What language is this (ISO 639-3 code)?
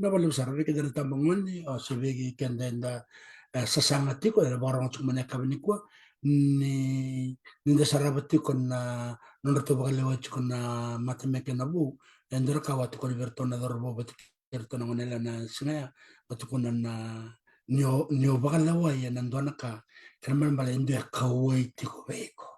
fij